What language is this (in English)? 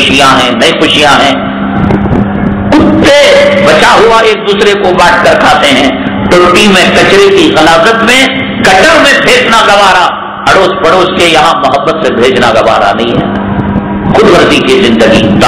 Urdu